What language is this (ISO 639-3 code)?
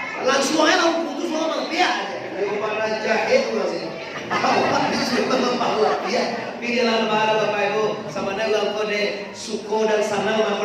min